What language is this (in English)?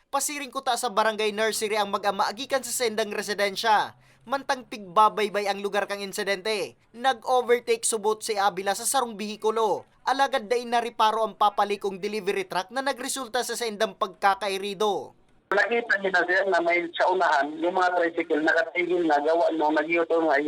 Bikol